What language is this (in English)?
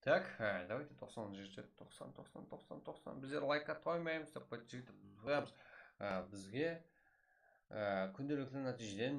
Kara-Kalpak